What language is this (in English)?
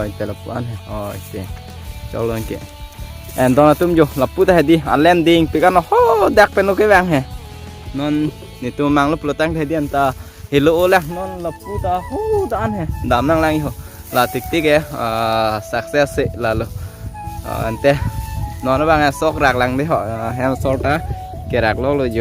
Karbi